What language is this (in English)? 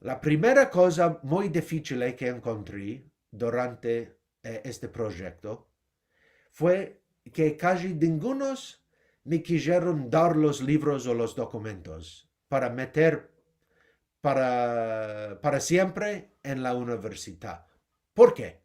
Ladino